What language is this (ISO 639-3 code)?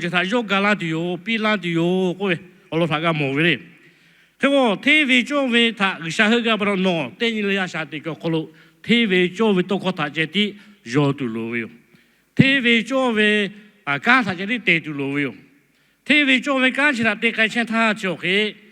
lhu